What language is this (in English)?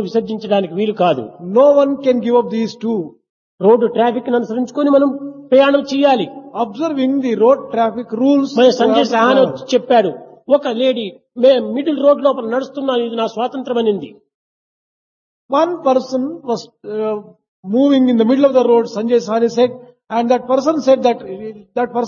Telugu